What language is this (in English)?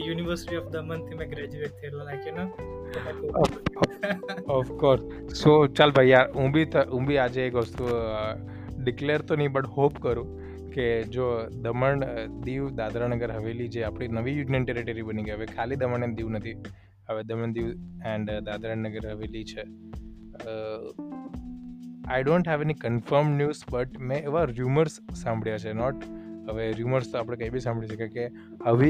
Gujarati